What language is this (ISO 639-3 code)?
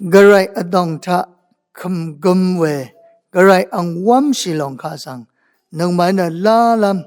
raw